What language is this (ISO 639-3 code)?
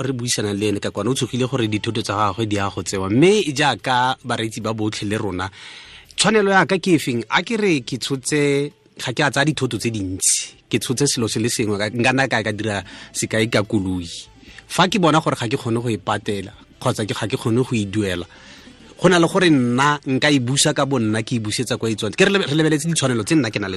tsn